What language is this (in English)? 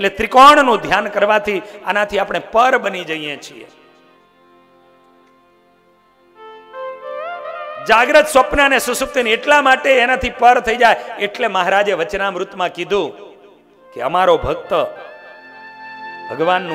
Gujarati